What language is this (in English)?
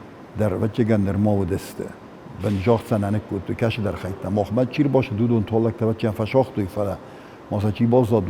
Ossetic